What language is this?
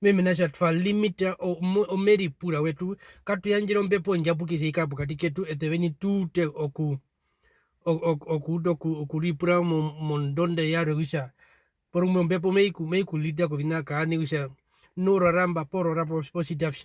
Herero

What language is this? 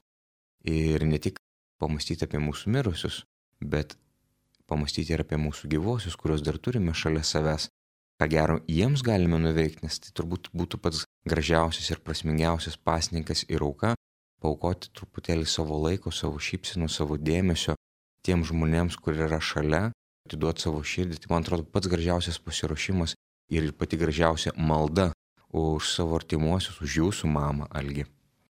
Lithuanian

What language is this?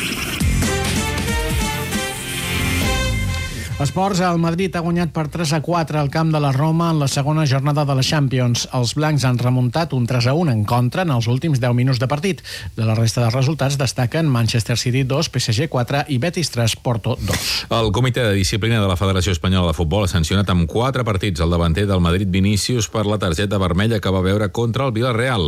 Catalan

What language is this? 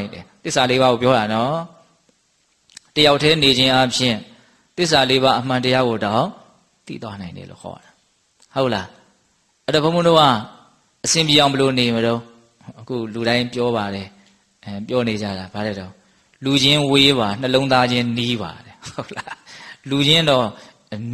Burmese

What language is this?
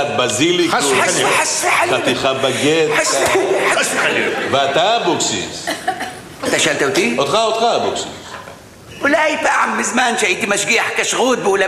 Hebrew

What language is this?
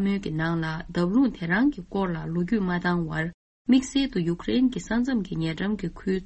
Tibetan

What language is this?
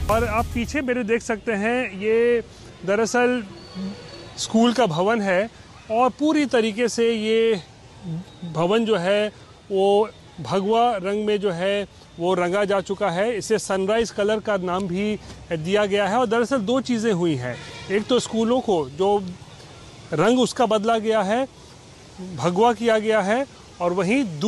Hindi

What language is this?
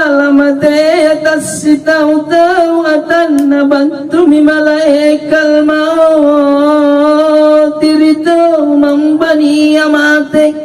Makasar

